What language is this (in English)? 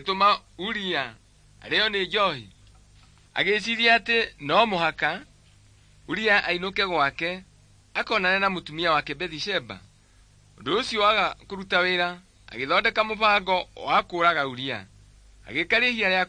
Kikuyu